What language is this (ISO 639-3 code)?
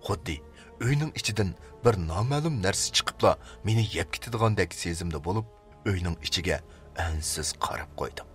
uig